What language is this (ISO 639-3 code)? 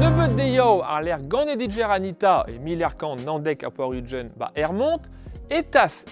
bre